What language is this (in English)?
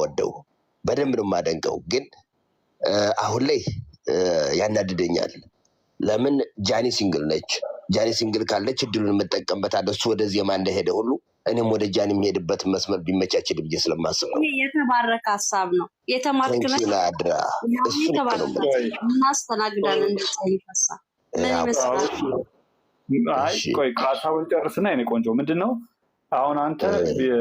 Amharic